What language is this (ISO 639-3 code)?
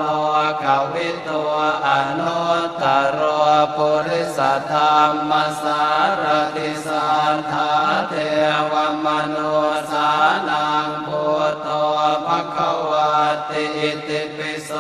pli